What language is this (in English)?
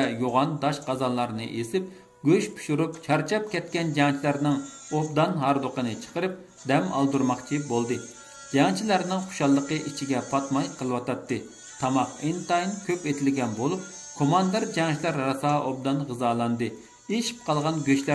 Uyghur